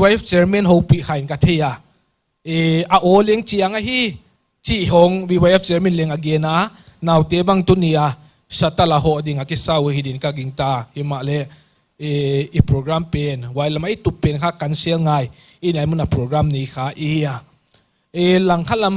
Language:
Paite Chin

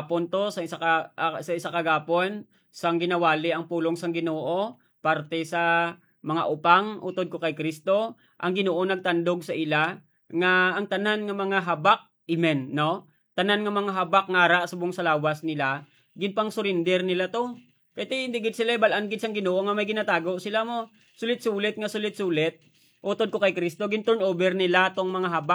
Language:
Hiligaynon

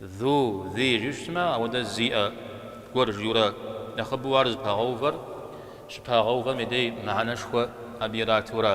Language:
Kabardian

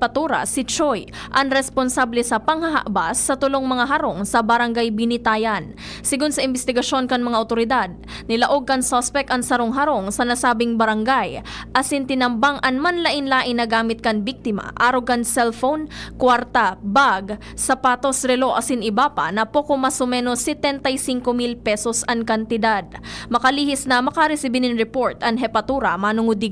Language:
Bikol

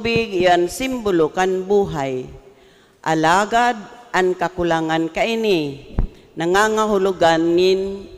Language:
Bikol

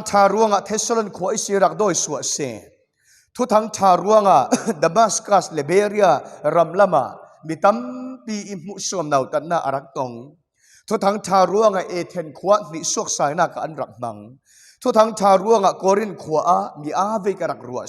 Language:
Falam Chin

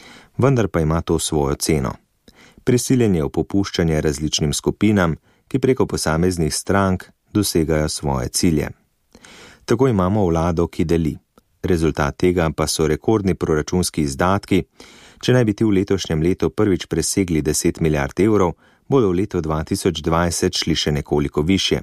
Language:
Slovenian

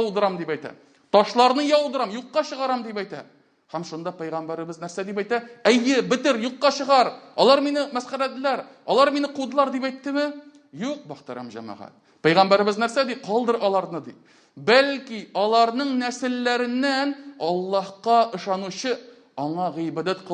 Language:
Tatar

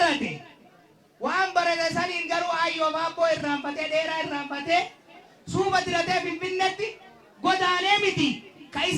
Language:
Oromo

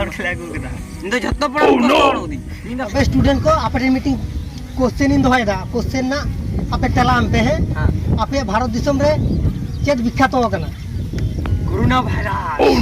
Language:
Santali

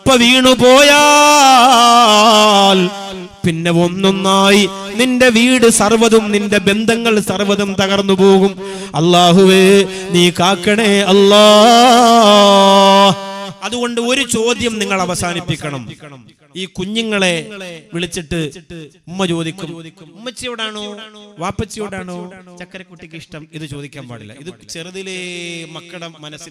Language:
Malayalam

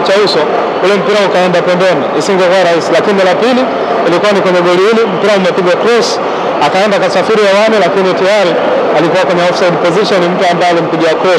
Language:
Swahili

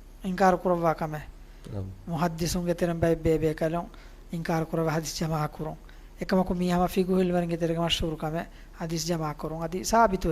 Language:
Divehi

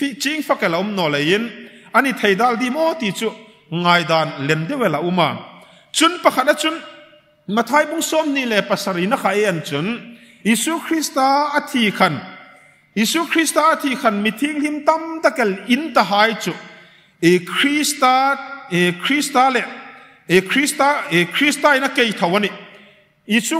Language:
Hmar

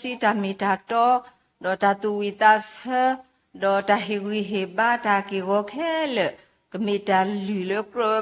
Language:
S'gaw Karen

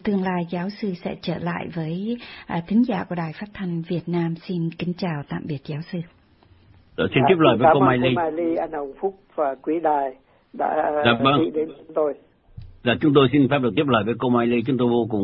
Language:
Vietnamese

